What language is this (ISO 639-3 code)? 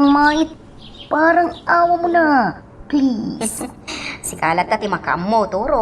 ilo